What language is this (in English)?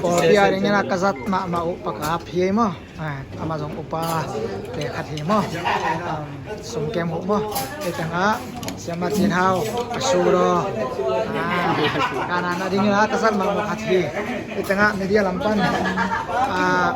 Tedim Chin